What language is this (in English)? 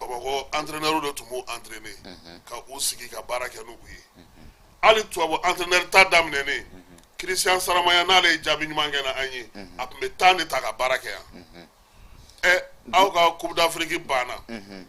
Bambara